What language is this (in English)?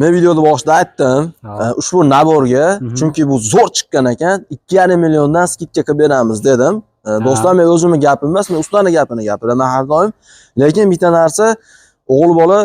Uzbek